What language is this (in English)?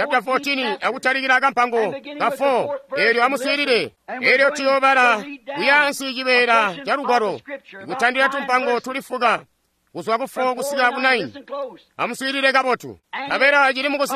Tonga (Zambia)